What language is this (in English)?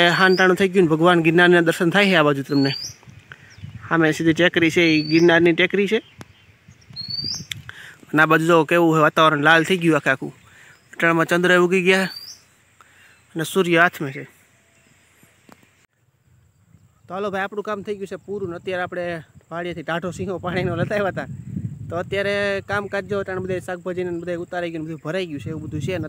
Gujarati